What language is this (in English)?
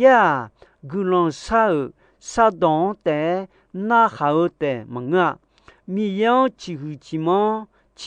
Akha